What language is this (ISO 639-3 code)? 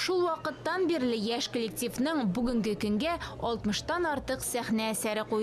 tat